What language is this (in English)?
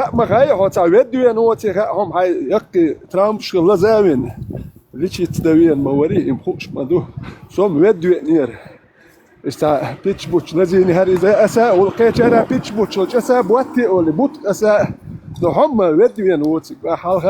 Chechen